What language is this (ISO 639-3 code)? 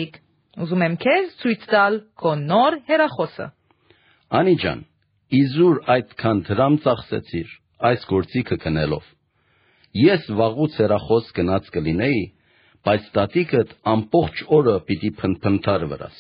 hye